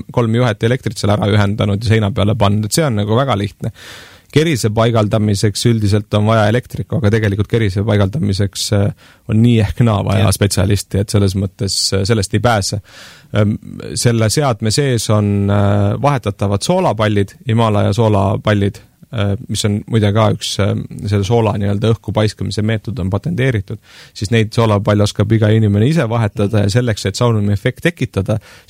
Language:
Estonian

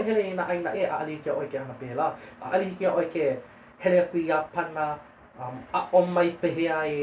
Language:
Hawaiian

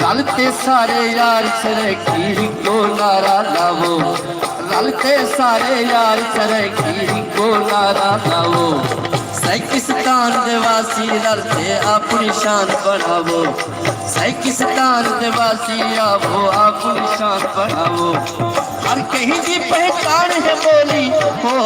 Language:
Saraiki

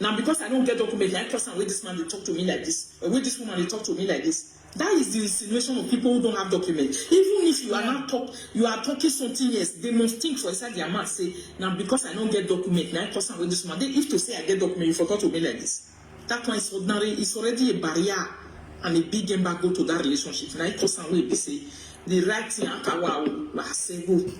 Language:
Nigerian Pidgin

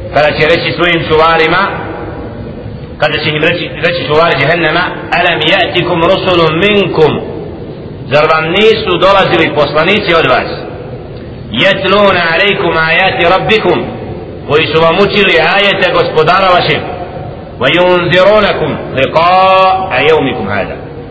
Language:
Bosnian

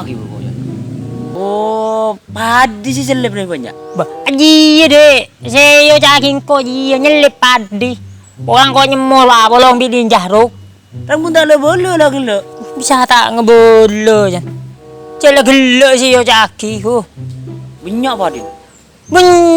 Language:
Madurese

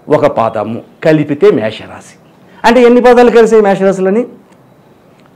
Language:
Telugu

